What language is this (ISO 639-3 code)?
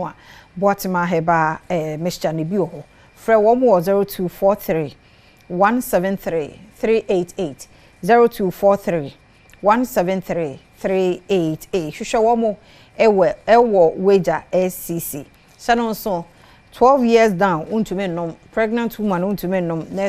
aka